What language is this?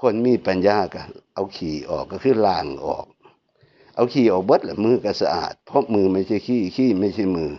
Northeastern Thai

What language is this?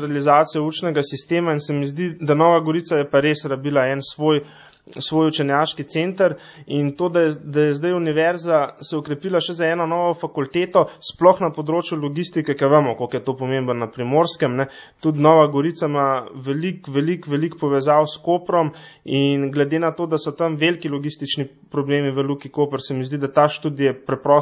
Slovenian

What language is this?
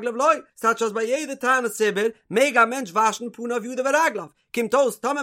Yiddish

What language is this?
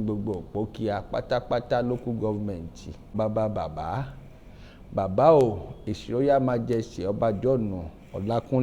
Yoruba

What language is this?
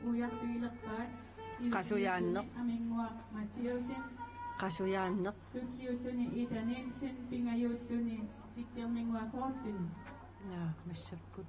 Kalaallisut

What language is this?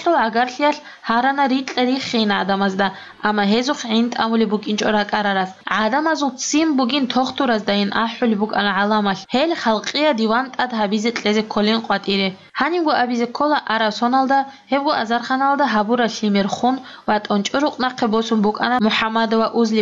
Avaric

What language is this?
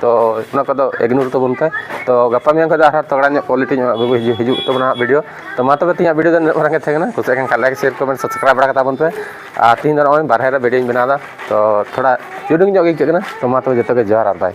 Santali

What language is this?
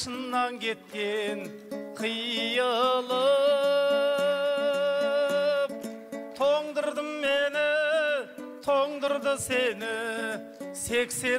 Kazakh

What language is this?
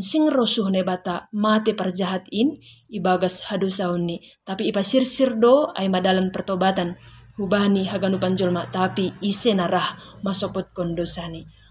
Batak Simalungun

